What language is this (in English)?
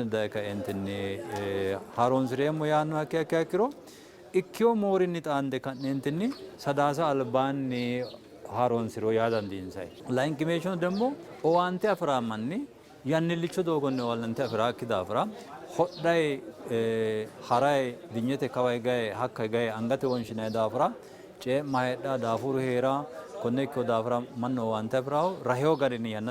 Sidamo